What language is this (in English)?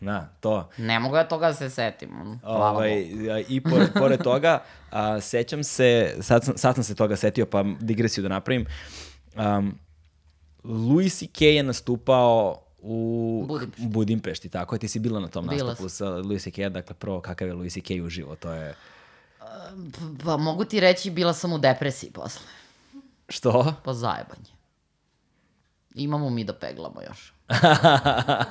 Serbian